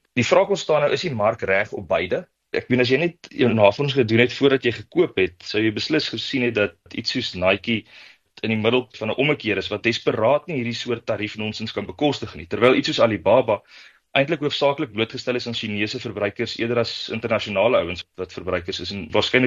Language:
Afrikaans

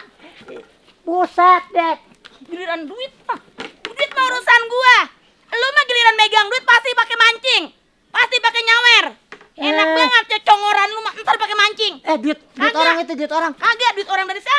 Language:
Betawi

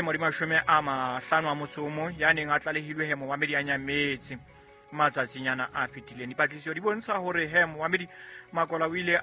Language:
Southern Sotho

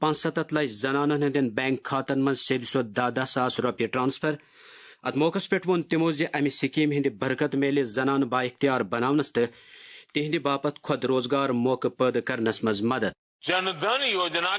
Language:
Kashmiri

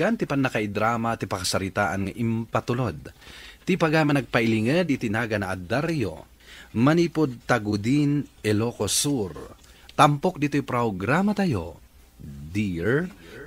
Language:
Iloko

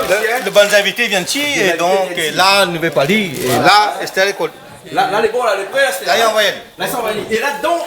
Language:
Réunion Creole French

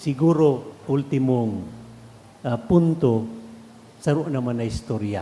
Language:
Bikol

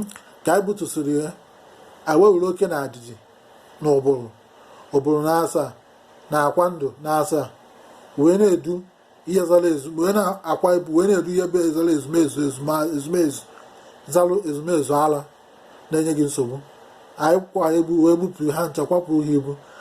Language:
Igbo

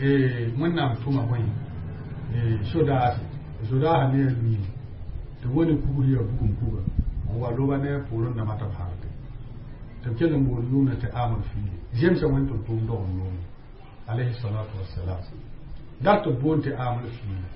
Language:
Mossi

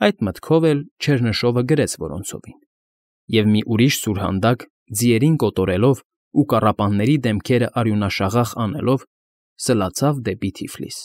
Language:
Armenian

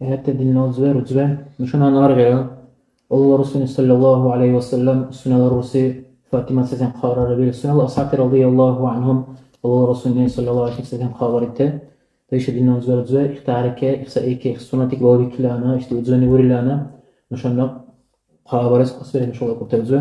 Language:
Dargwa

